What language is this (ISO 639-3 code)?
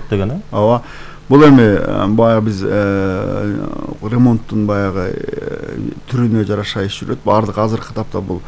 kir